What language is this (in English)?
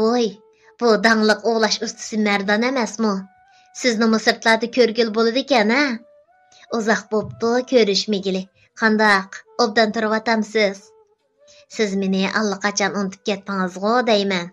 Uyghur